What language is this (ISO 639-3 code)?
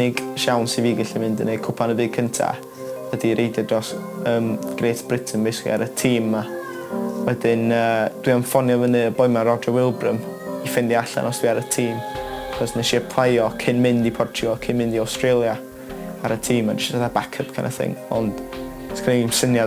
cym